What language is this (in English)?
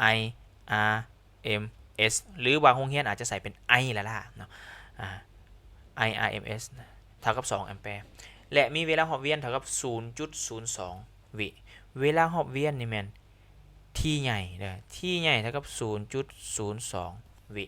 Lao